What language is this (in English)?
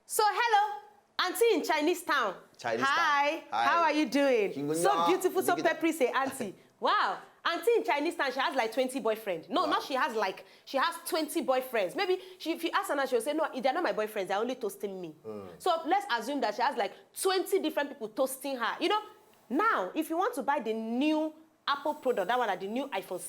Nigerian Pidgin